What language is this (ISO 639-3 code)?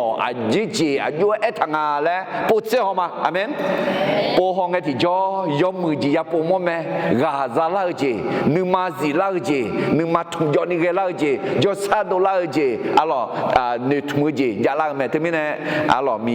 ahk